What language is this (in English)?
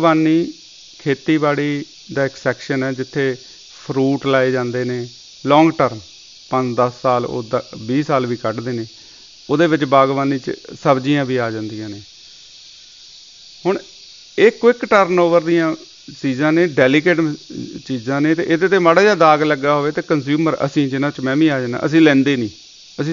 Punjabi